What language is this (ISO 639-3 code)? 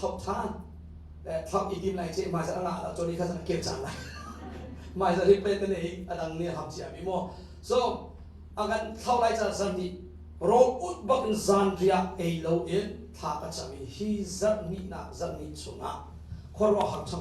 cnh